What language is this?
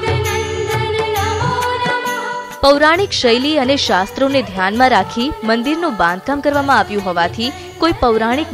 Gujarati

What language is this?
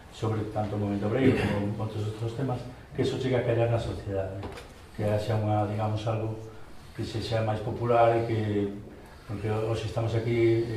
Galician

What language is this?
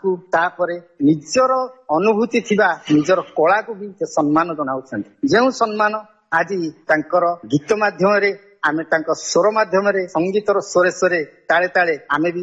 Odia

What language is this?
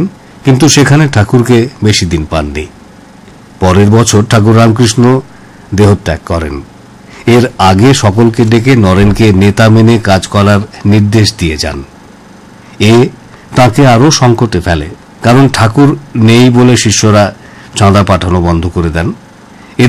Bangla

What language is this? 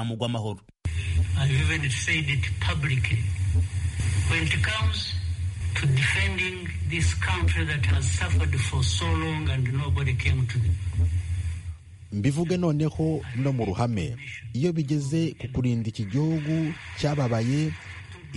Kinyarwanda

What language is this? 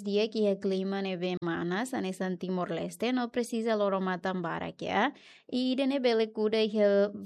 Tetum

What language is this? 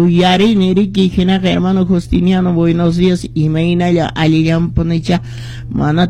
Quechua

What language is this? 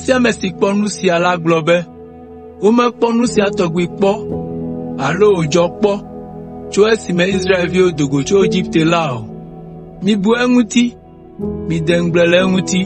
Ewe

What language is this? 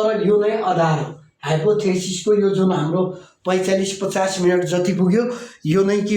Nepali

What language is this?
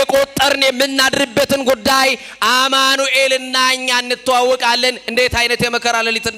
Amharic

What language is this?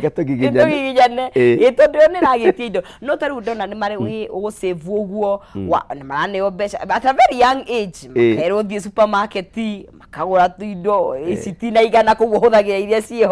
Kikuyu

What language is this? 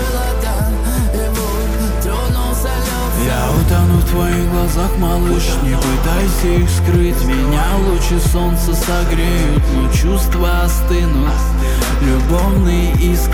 Russian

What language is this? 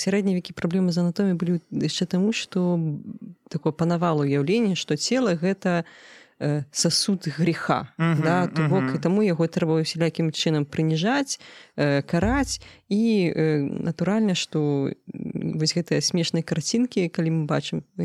Belarusian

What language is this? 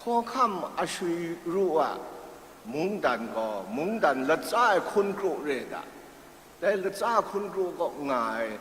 Kachin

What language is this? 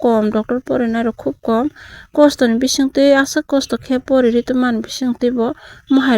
Kok Borok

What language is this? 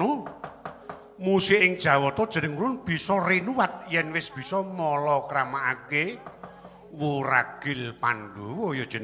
Javanese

